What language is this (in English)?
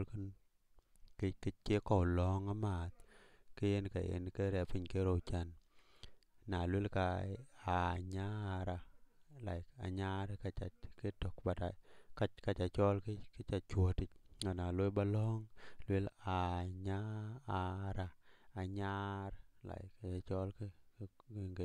Dinka